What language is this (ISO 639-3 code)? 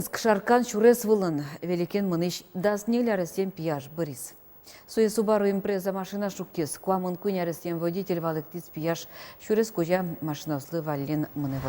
udm